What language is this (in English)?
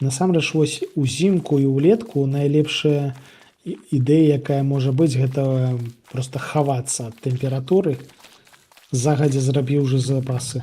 Belarusian